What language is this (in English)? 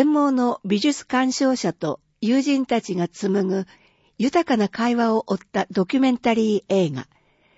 Japanese